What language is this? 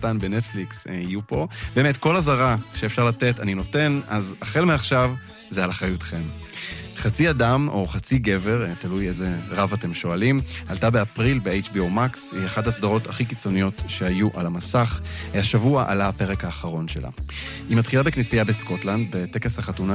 Hebrew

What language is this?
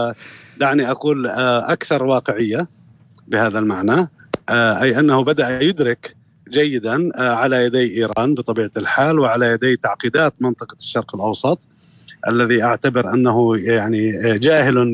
North Levantine Arabic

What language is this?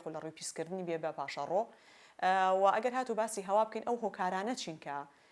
Central Kurdish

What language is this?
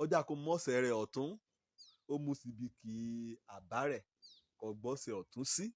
Yoruba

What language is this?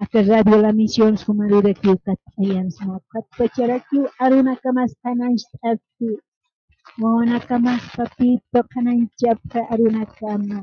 Aymara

